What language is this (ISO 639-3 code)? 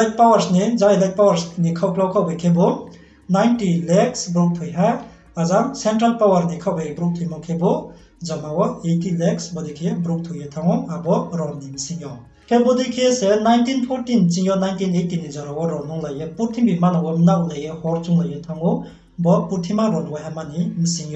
ria